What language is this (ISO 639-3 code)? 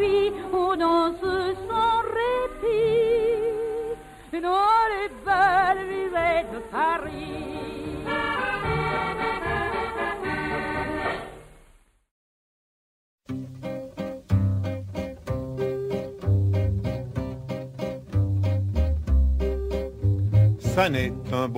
fra